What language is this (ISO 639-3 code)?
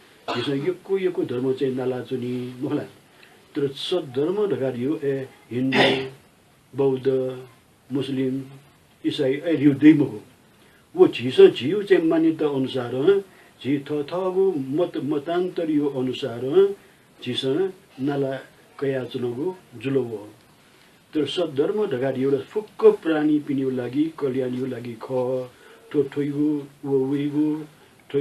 new